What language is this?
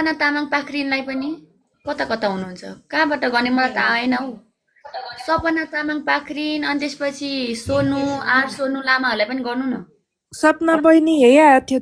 Nepali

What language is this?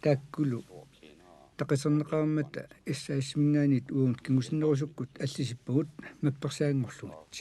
Kalaallisut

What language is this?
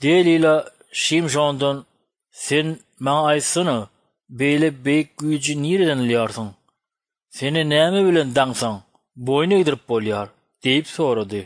Turkmen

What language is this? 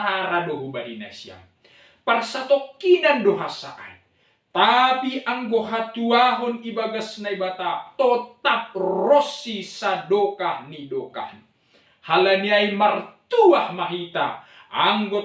Batak Simalungun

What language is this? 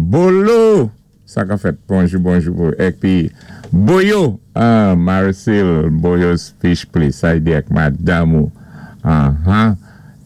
Saint Lucian Creole French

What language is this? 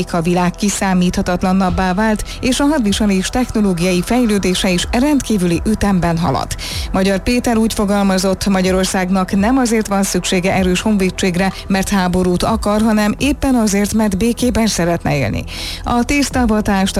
Hungarian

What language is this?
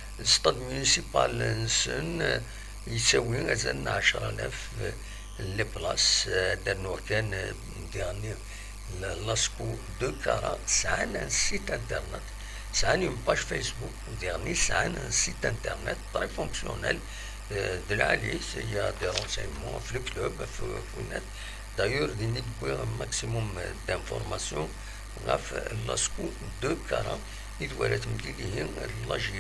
Kabyle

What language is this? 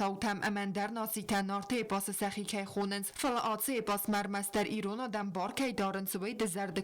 Ossetic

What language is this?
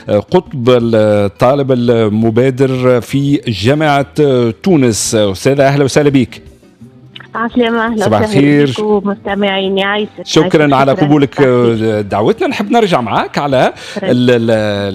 Tunisian Arabic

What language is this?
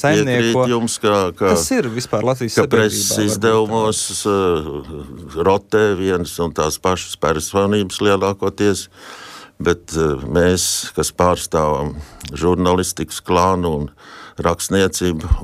Latvian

